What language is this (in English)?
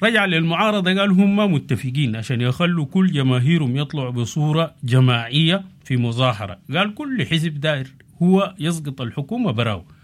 Sudanese Arabic